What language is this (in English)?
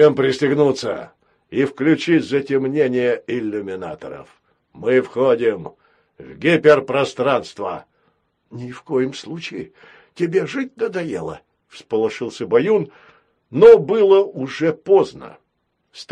Russian